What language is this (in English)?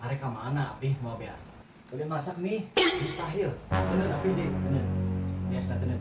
Sundanese